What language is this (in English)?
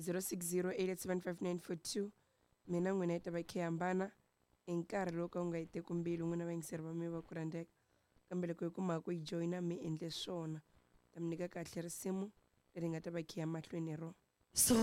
Tsonga